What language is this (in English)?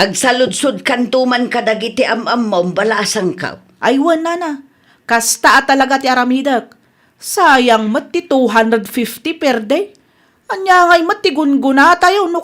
Iloko